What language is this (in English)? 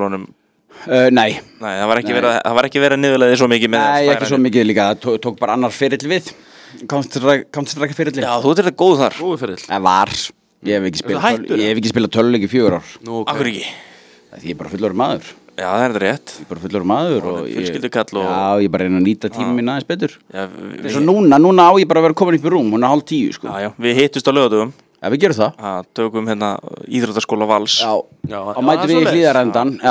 Icelandic